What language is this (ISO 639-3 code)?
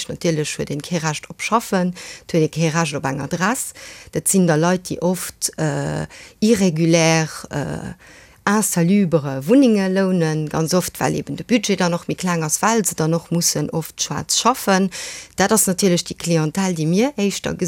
ltz